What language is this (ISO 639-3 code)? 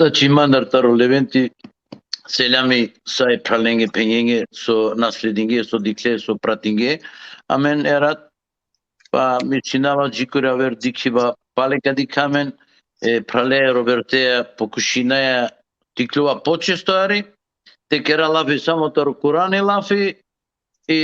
rmn